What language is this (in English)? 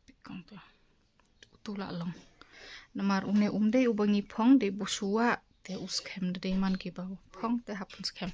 Khasi